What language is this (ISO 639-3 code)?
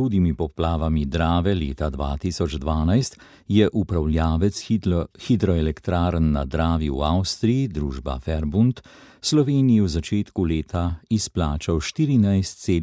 slv